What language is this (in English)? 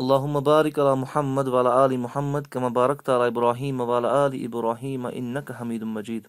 Kashmiri